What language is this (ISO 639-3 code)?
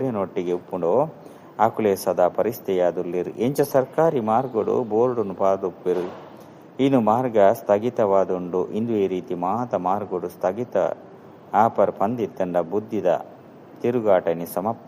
tcy